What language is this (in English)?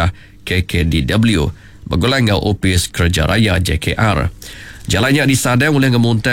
Iban